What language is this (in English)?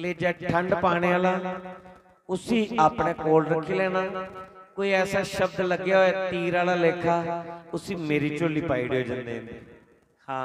Dogri